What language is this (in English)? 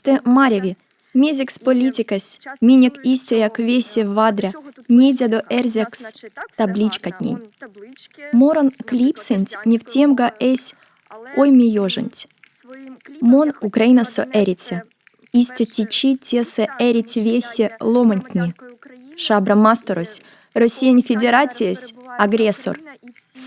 Erzya